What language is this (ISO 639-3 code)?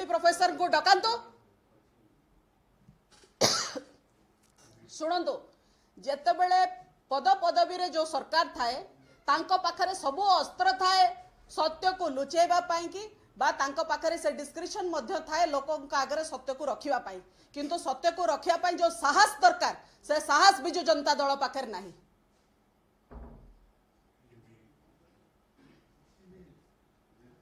ori